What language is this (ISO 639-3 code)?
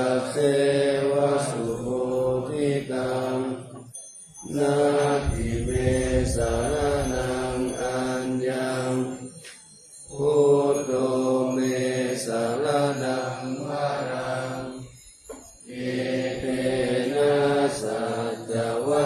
pli